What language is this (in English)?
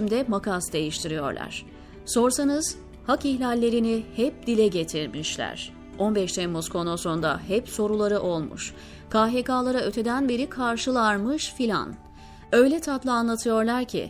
Turkish